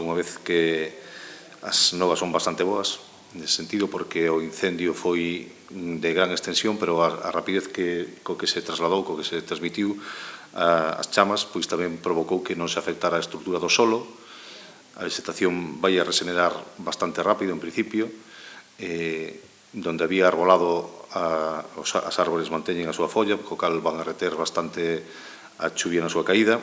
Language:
Galician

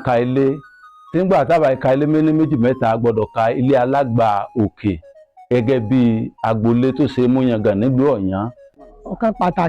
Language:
Yoruba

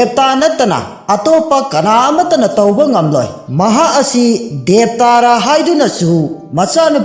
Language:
Manipuri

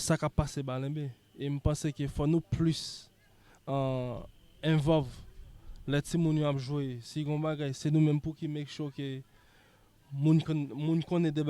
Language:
Haitian Creole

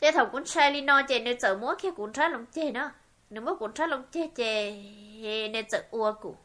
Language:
Hmong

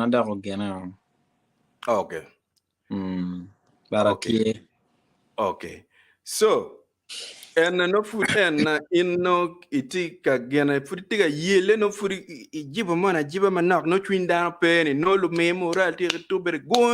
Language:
Acoli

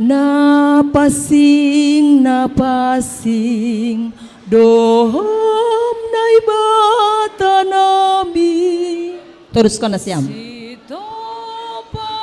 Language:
Batak Simalungun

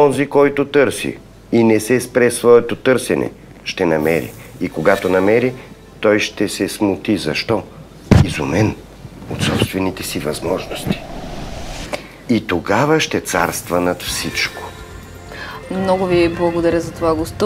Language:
Bulgarian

